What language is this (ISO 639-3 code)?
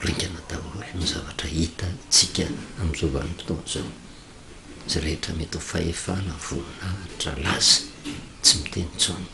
mlg